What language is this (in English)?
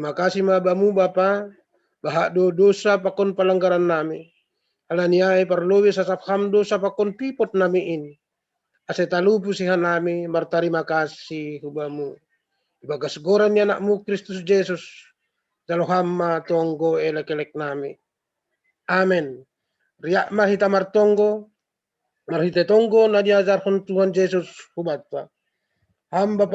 Batak Simalungun